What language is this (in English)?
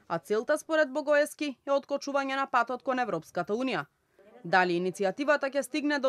Macedonian